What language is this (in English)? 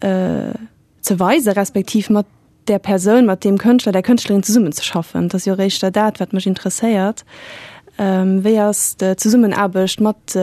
Luxembourgish